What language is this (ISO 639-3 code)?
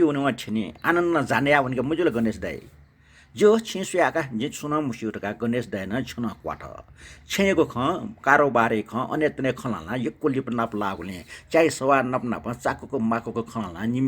new